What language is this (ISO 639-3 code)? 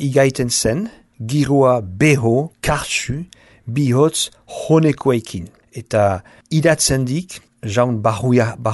eus